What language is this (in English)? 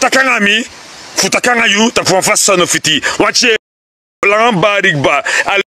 Sranan Tongo